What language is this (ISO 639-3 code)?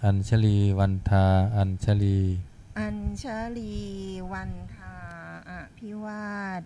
pli